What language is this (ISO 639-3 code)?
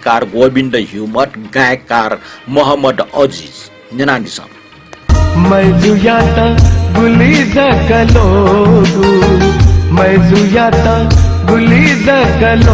new